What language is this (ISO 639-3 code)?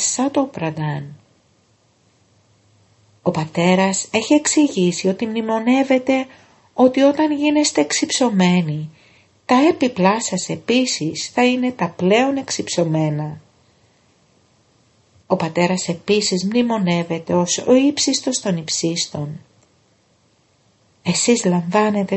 ell